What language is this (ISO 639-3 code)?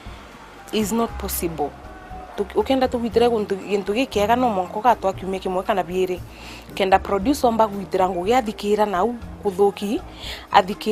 mer